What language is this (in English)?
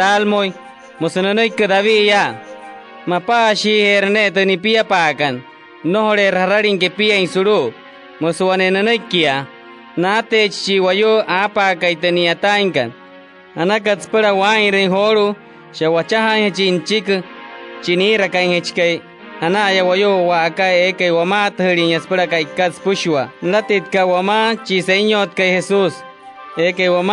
Wayuu